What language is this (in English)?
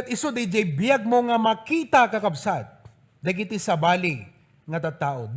Iloko